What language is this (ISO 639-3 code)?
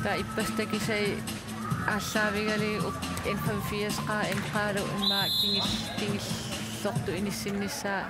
kal